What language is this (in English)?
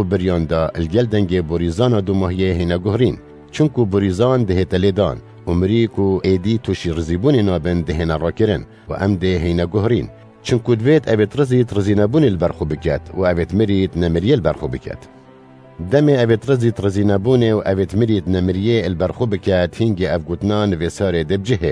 Kurdish